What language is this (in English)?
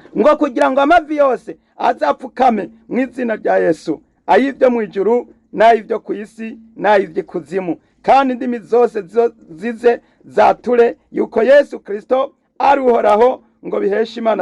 Rundi